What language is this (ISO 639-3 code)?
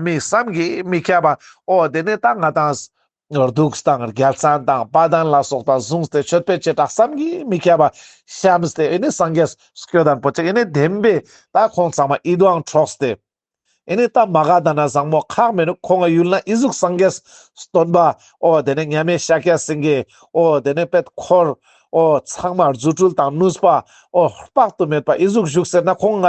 lbj